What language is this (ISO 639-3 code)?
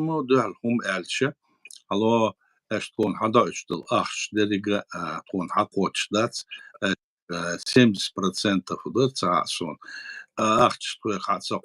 che